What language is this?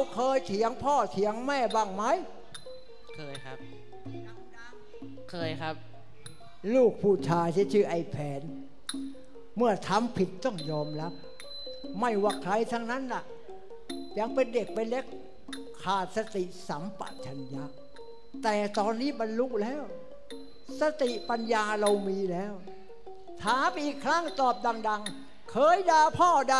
Thai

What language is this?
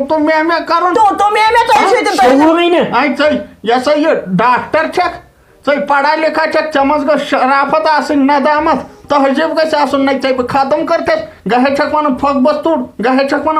Kashmiri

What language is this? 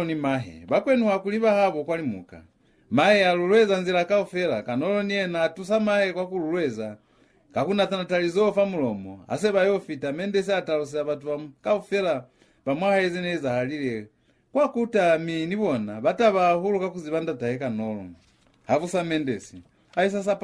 Lozi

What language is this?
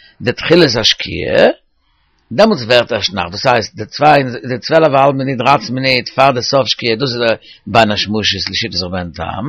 Yiddish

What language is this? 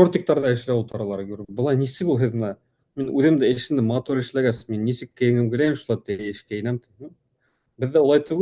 Bashkir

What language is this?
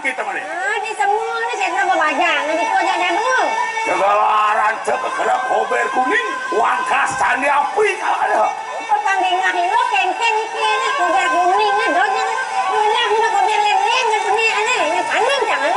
Balinese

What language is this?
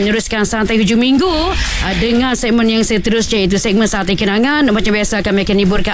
Malay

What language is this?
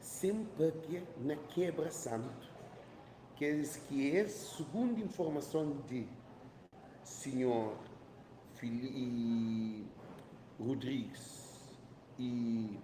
Kabuverdianu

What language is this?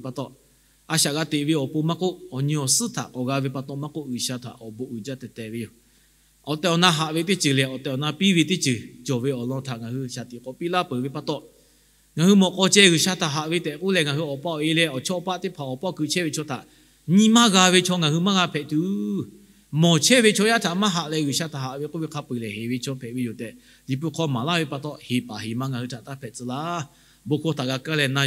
Lahu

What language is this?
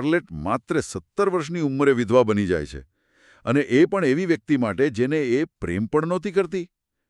Gujarati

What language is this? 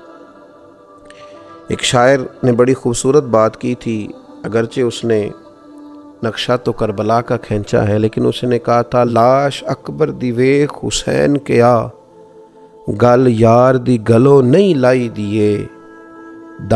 Urdu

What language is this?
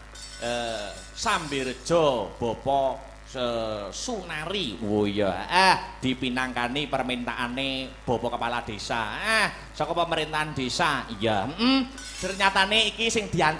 Javanese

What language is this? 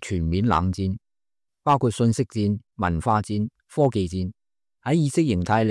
Cantonese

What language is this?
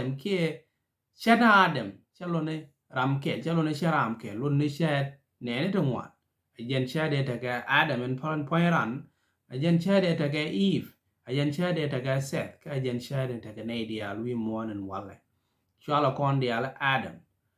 Nuer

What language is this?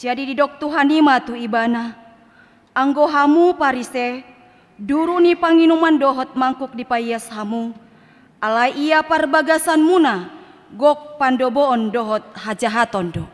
Batak Toba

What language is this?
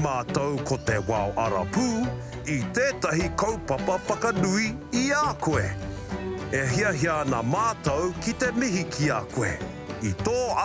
Māori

